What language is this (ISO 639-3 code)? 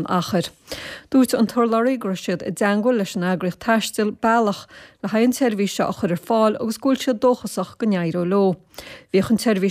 gle